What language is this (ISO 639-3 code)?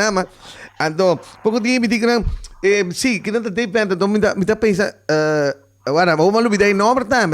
pap